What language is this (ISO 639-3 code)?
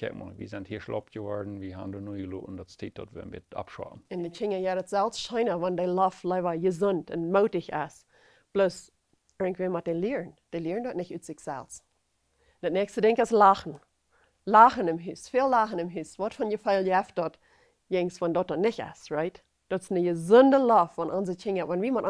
pdt